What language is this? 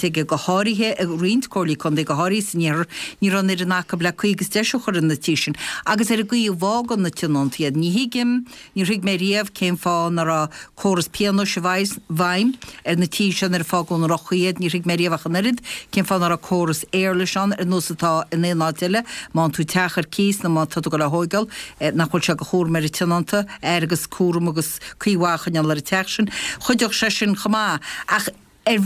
Irish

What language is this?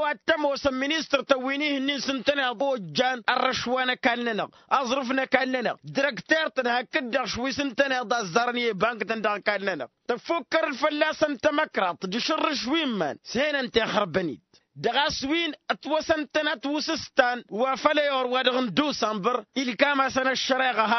Tamasheq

